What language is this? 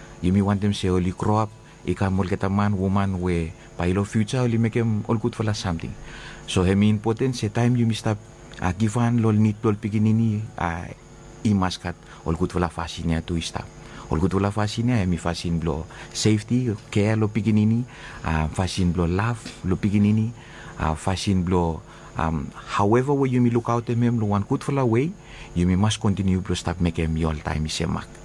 Bislama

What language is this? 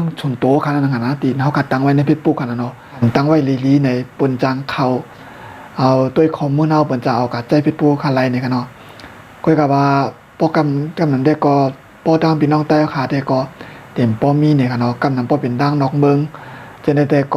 Shan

